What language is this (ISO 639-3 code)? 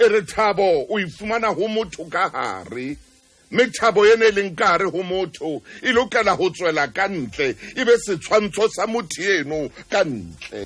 sot